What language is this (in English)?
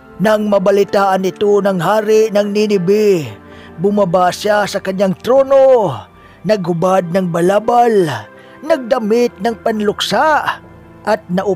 Filipino